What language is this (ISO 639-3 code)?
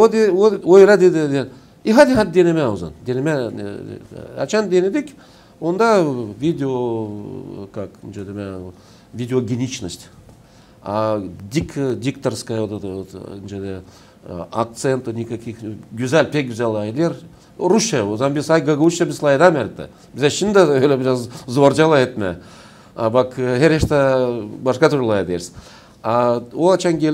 gag